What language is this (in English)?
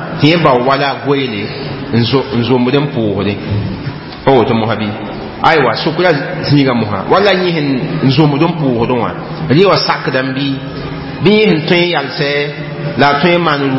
Mossi